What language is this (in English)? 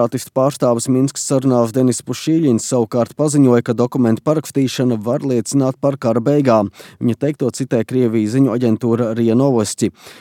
Latvian